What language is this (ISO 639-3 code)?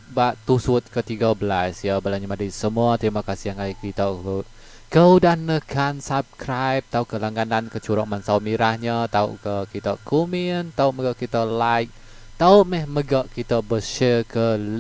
iba